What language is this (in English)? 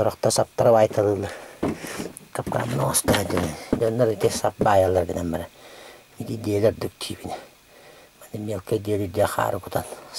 Yakut